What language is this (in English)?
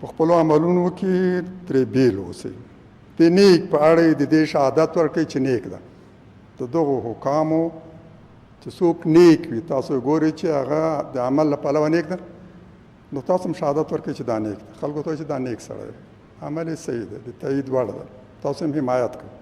Pashto